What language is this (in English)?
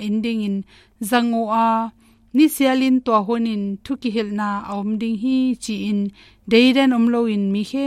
Tedim Chin